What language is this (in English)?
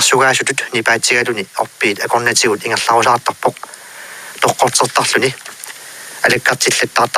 Kalaallisut